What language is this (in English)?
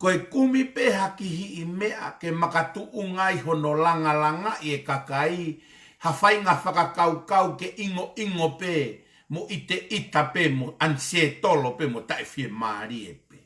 Tongan